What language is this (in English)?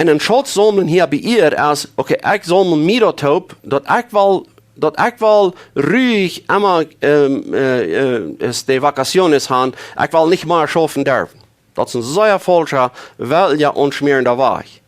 Plautdietsch